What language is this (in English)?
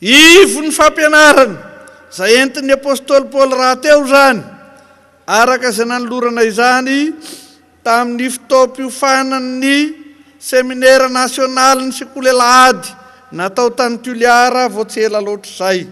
Malagasy